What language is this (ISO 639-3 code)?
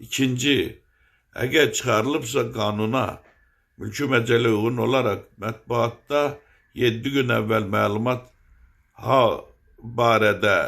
aze